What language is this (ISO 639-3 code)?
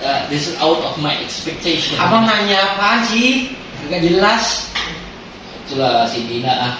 min